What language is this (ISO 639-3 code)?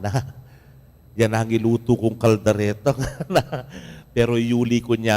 pam